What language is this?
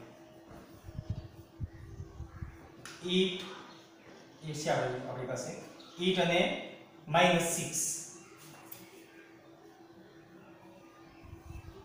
Gujarati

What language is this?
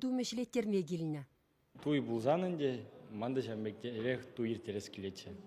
Chuvash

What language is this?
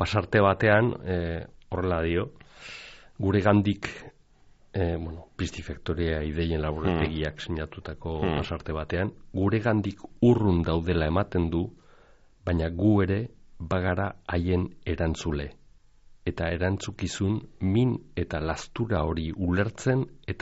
Basque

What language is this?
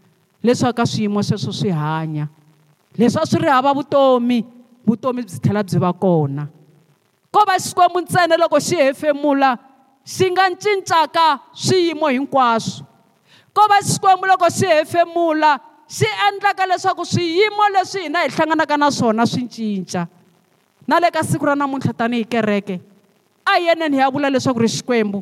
Tsonga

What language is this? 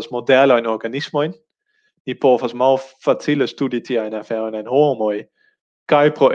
Esperanto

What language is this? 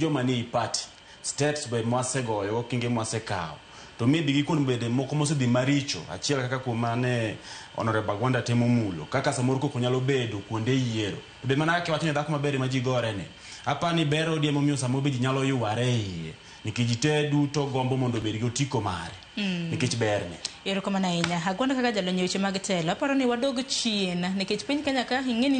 Luo (Kenya and Tanzania)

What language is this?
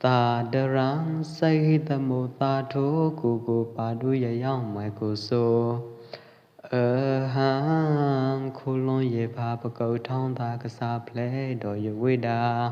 Pwo Eastern Karen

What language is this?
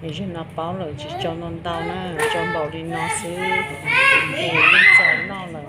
Hmong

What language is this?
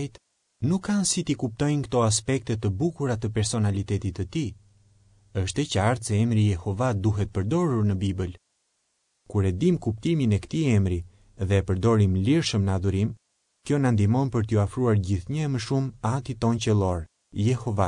Albanian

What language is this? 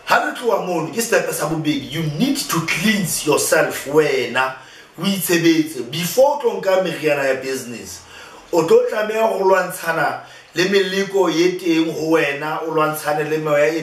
Southern Sotho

